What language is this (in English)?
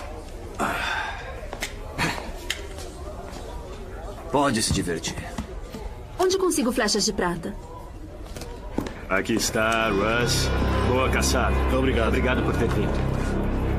Portuguese